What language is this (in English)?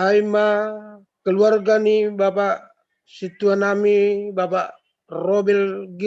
Batak Simalungun